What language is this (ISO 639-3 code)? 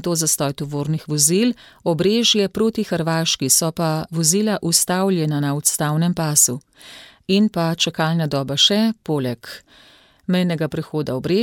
slv